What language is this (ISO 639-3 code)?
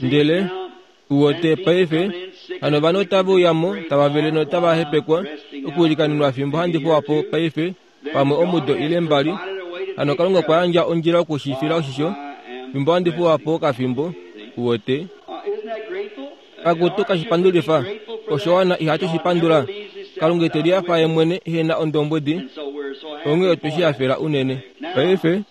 kua